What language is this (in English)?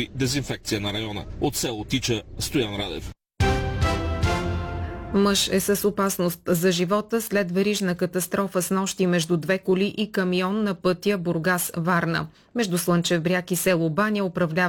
Bulgarian